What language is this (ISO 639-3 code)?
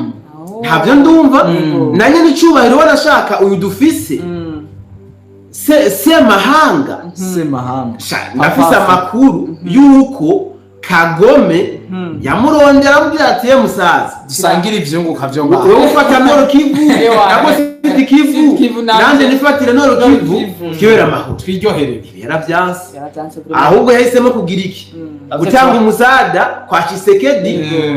run